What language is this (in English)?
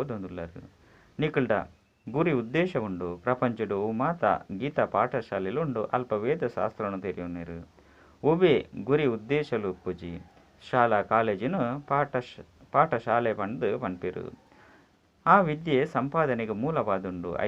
Tulu